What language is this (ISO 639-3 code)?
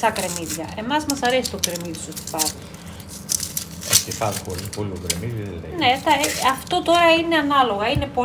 ell